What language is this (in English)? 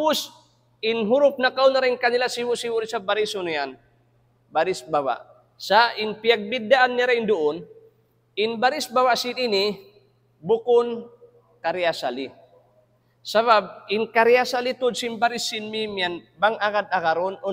Tausug